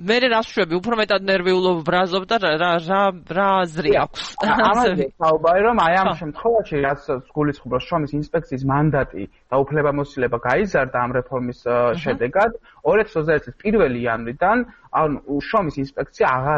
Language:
Georgian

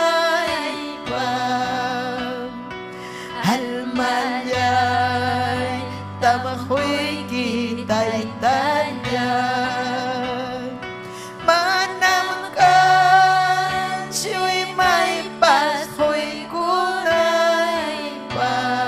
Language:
Ayacucho Quechua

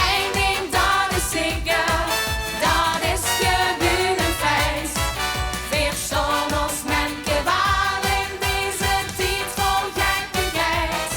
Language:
Limburgish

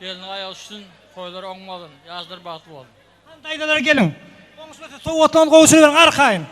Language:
Turkmen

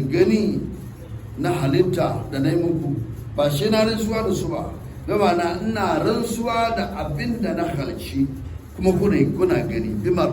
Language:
Hausa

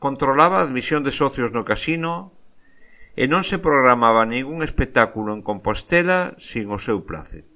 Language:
Galician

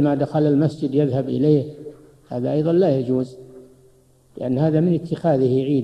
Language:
Arabic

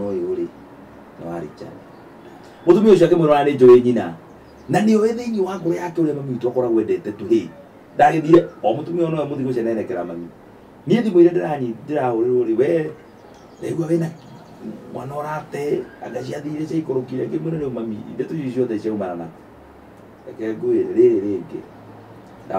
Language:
Kikuyu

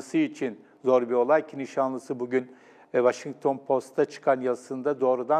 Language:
Turkish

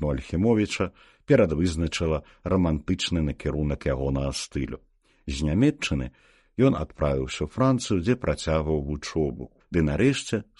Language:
Belarusian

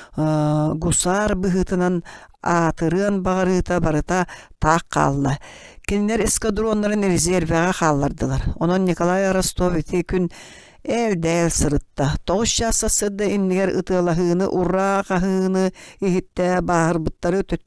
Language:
Yakut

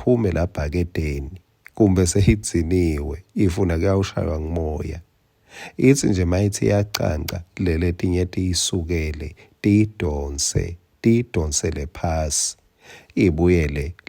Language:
Swati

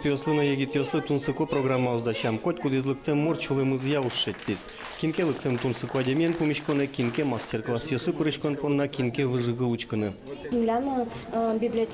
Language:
Udmurt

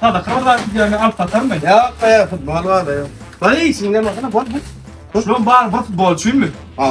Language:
Turkmen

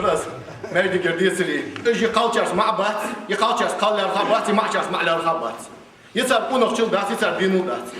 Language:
Ingush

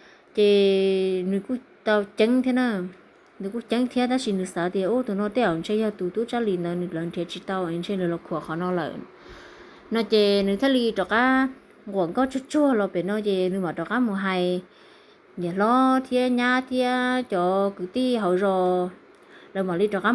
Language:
Hmong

